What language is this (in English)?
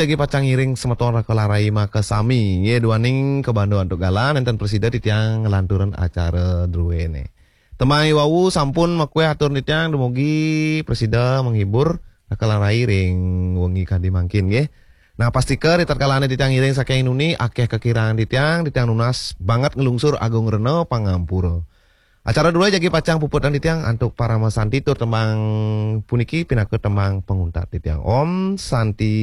Balinese